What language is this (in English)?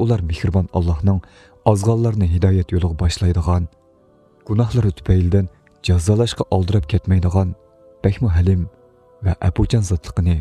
Uyghur